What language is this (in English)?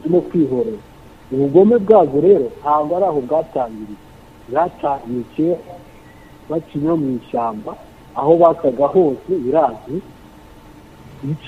Kinyarwanda